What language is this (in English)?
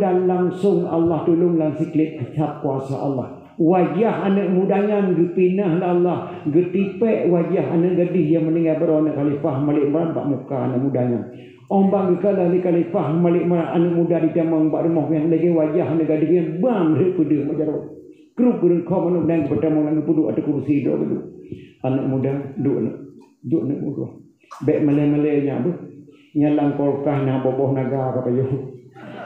Achinese